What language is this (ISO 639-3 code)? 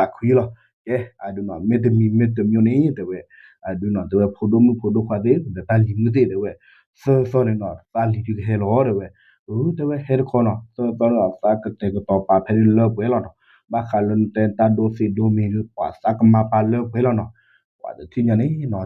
ksw